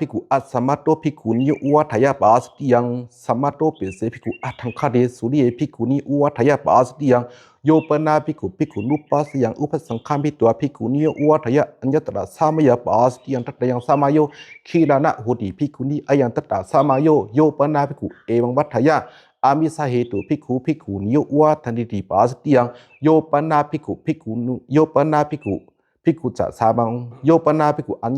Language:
Pali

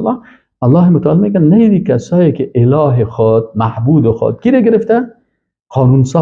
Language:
Persian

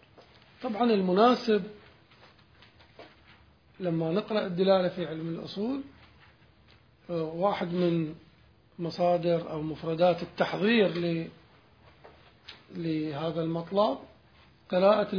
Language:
Arabic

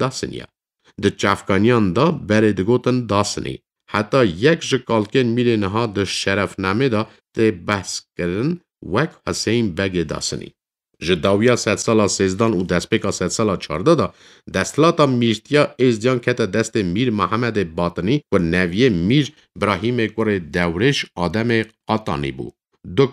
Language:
Kurdish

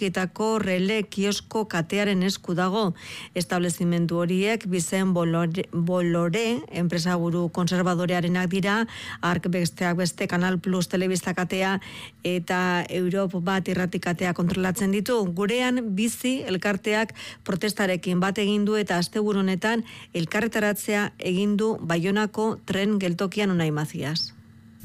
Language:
Basque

